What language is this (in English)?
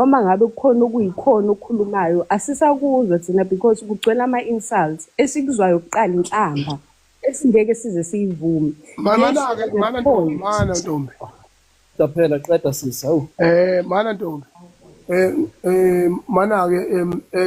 Zulu